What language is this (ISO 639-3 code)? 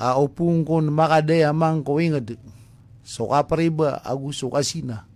mrw